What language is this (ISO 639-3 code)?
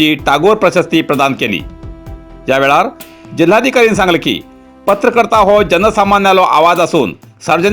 kok